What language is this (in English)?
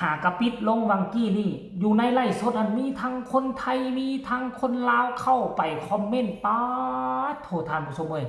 Northeastern Thai